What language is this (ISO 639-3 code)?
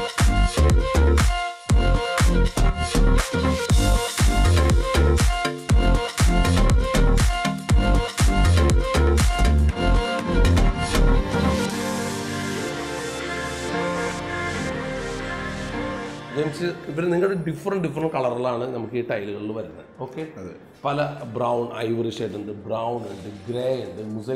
mal